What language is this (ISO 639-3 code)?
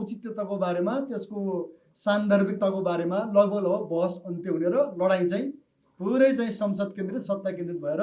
nep